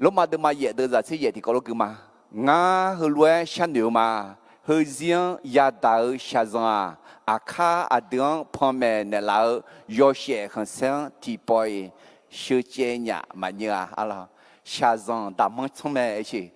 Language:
Akha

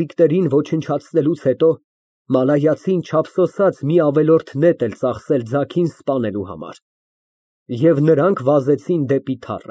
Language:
Armenian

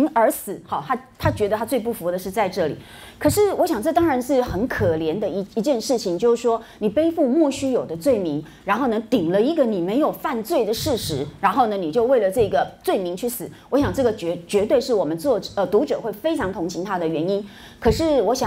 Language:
Chinese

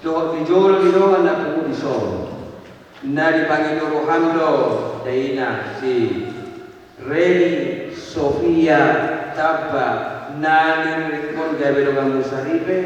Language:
Batak Toba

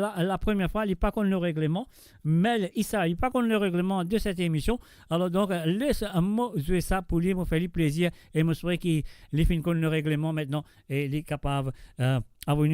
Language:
Morisyen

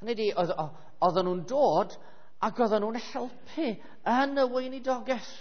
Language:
Welsh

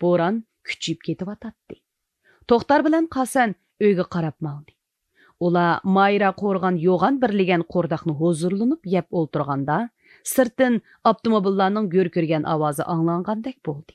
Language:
Uyghur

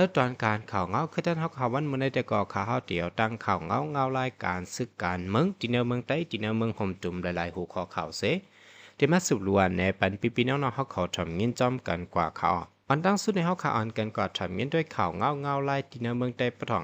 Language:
Shan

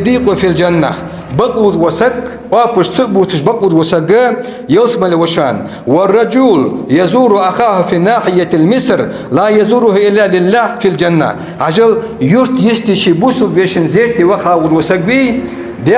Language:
Ingush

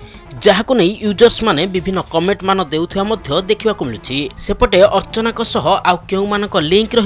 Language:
Odia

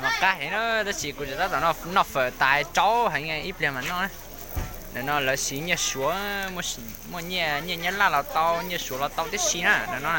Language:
Hmong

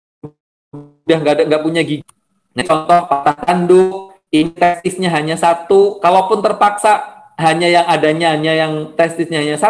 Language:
Indonesian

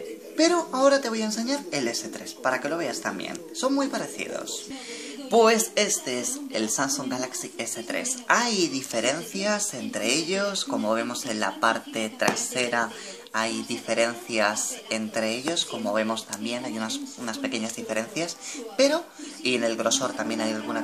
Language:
Spanish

